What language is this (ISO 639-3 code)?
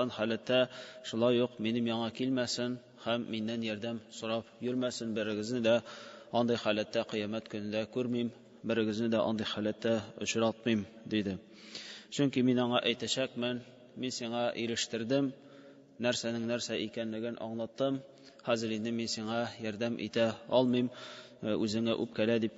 tat